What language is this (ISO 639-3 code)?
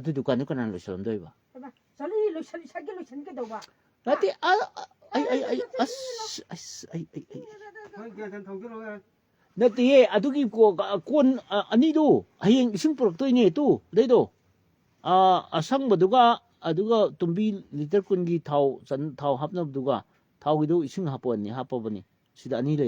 mni